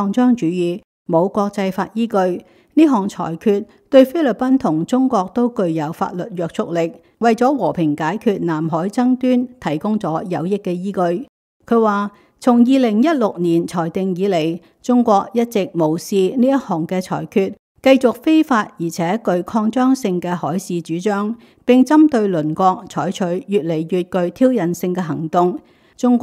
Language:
Cantonese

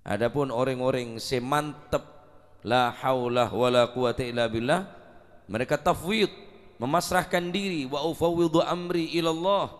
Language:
Madurese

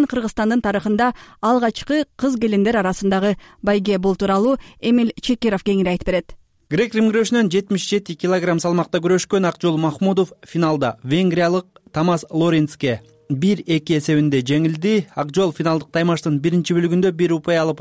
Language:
Kyrgyz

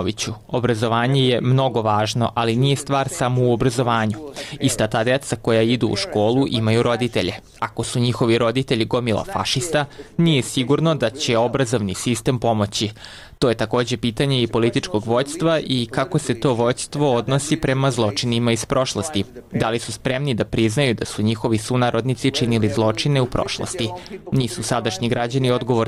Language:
Serbian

